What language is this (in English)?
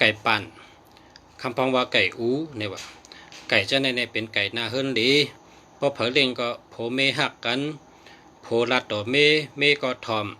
Shan